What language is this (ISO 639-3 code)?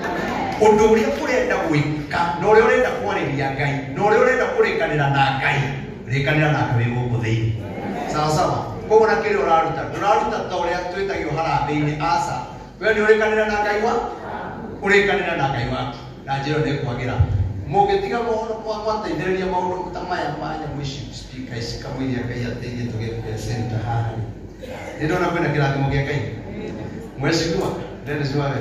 kik